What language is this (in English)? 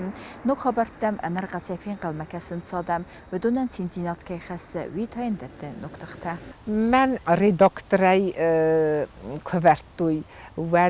Ossetic